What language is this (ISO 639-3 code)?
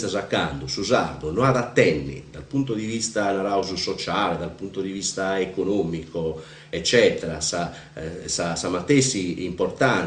srd